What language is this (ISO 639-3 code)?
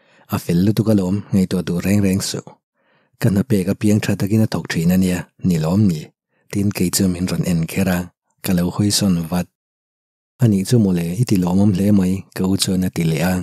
lus